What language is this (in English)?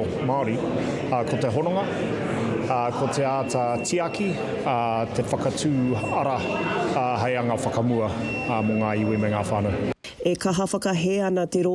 Māori